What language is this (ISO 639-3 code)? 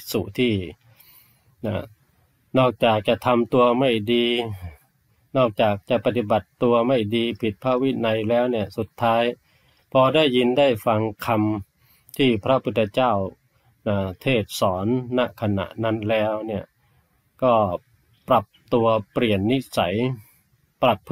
tha